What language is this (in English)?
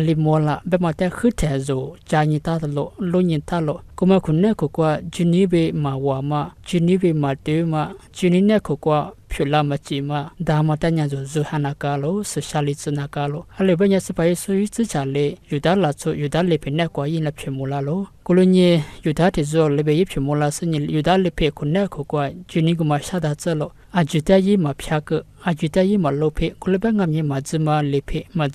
Lisu